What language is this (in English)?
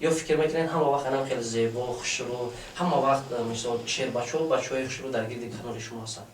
Tajik